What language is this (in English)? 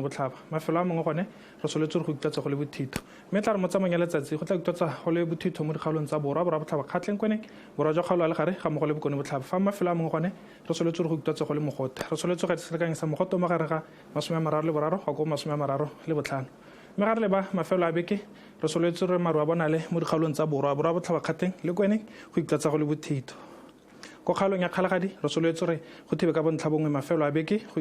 Tswana